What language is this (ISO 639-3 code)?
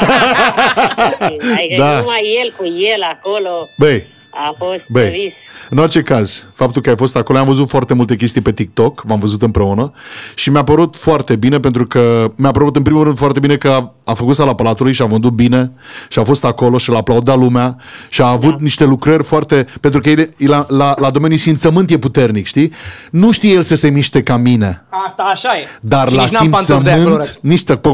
ron